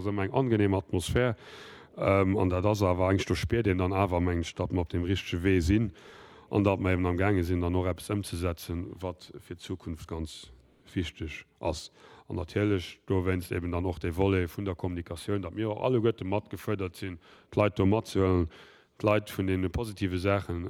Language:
Luxembourgish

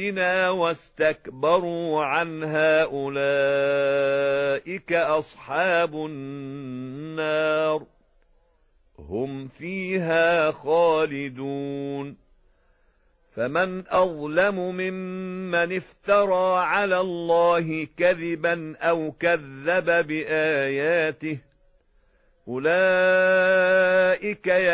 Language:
Arabic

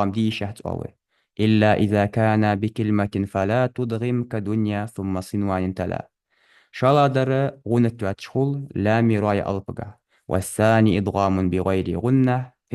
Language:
Ingush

